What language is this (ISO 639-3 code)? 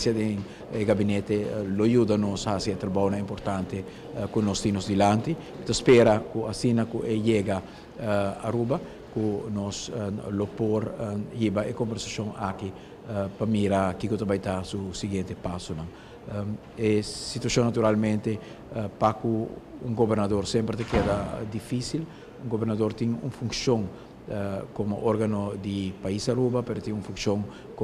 pap